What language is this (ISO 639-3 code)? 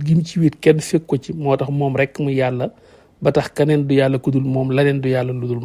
wol